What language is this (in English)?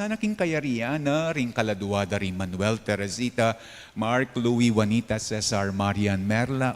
Pampanga